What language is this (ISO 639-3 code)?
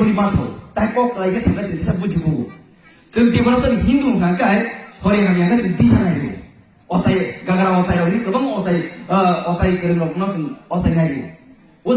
trp